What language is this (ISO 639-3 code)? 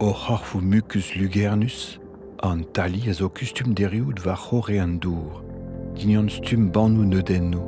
bre